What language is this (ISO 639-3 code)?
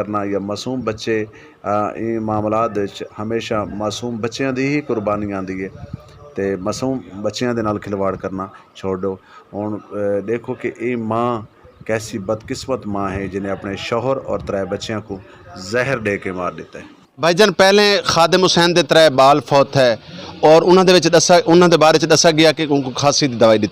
skr